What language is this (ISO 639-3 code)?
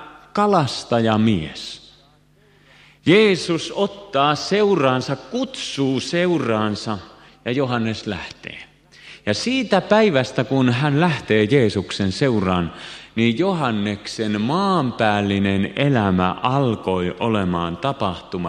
fin